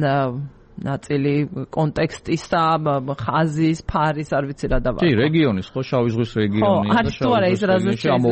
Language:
Georgian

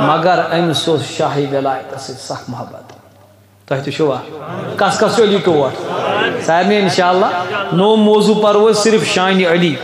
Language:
Kashmiri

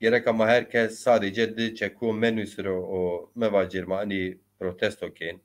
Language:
Zaza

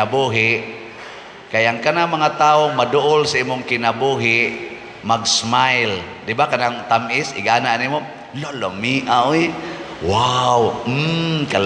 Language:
Cebuano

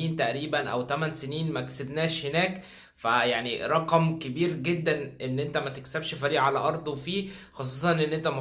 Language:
Egyptian Arabic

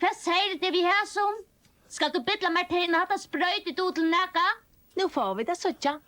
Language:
Faroese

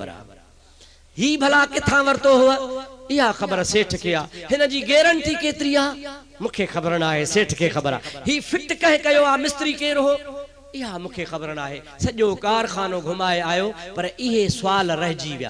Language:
Sindhi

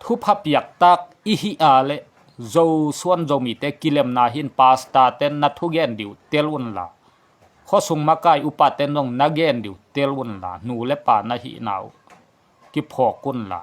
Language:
Tedim Chin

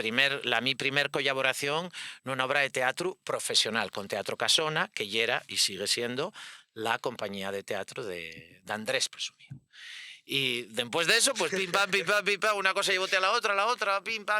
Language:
Asturian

